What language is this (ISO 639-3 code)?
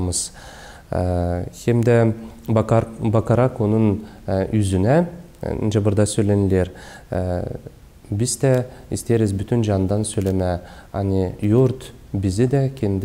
gag